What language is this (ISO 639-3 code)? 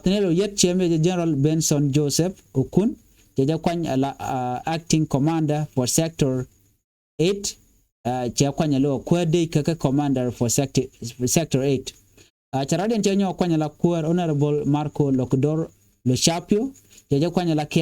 nus